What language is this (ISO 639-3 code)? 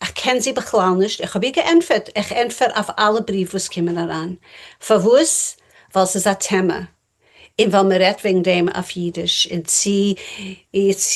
yid